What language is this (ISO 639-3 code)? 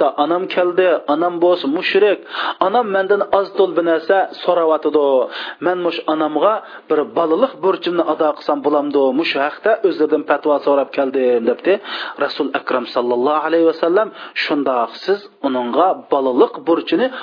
uig